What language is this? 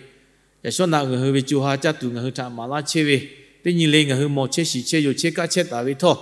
Lahu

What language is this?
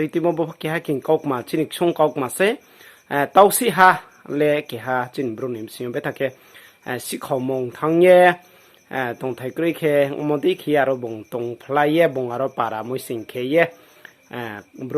Riang (India)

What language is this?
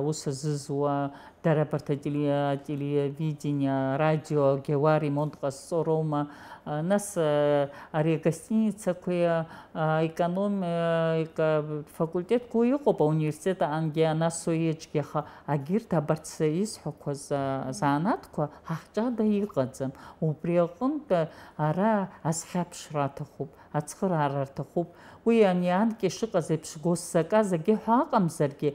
Abkhazian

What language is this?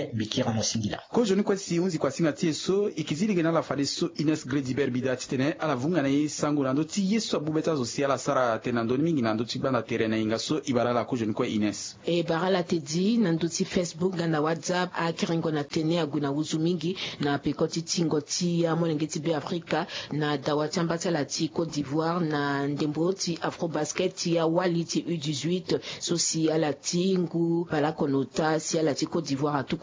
Sango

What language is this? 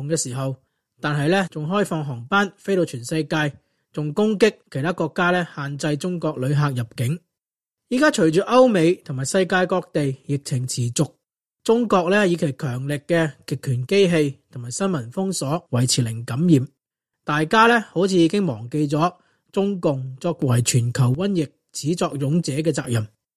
Cantonese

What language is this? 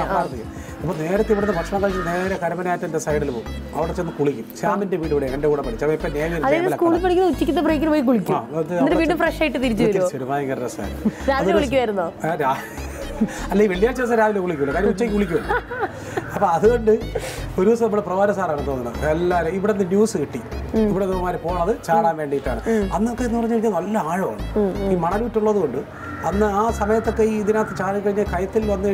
Malayalam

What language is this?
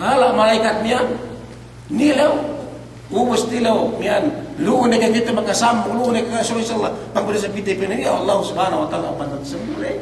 Yakan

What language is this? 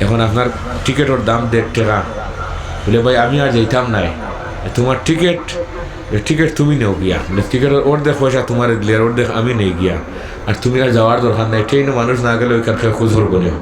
Sylheti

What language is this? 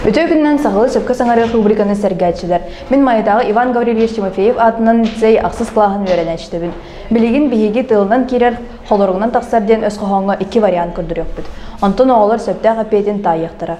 Yakut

